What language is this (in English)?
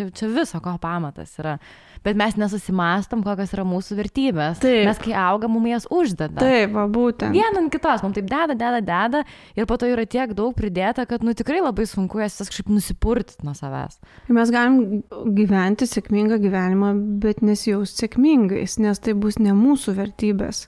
Lithuanian